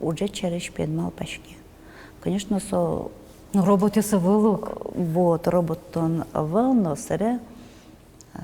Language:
Udmurt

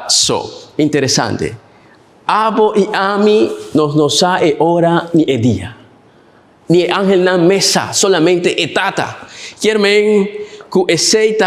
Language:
Papiamento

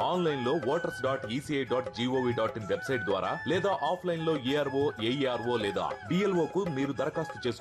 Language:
Telugu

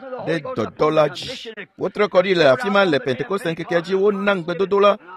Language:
Ewe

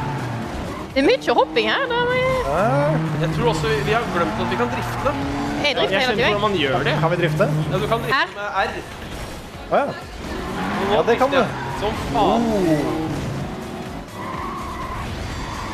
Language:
Norwegian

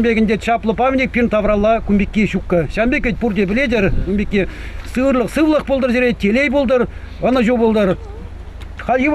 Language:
Chuvash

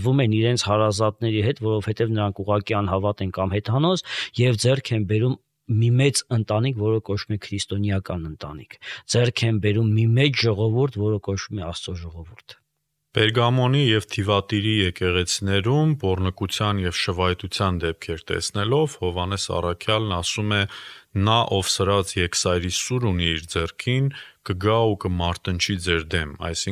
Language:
Armenian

